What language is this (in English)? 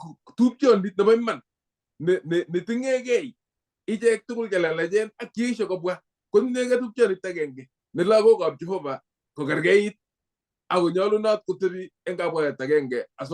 Kalenjin